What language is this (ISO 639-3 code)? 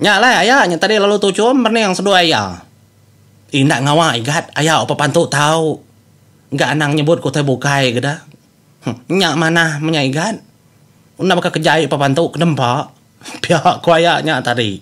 iba